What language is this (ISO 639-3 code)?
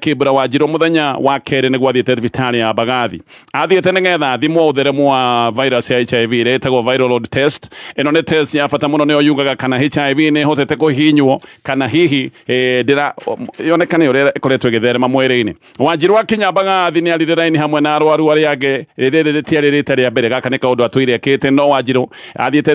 kik